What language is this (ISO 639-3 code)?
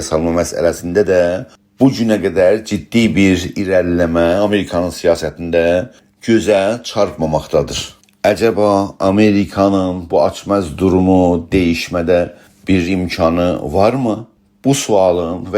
azb